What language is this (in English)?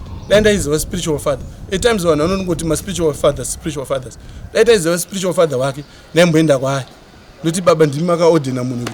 Shona